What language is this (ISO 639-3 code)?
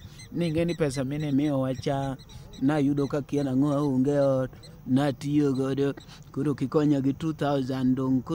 luo